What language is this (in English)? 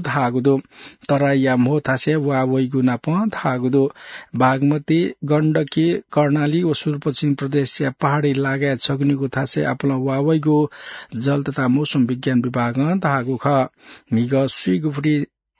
Newari